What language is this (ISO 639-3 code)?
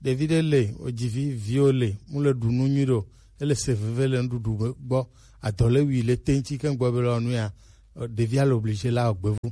gej